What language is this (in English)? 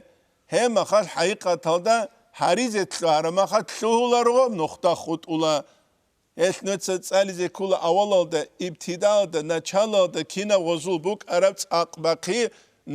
Avaric